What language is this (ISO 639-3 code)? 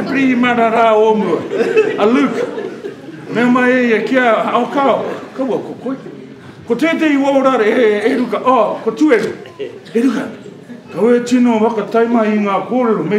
mri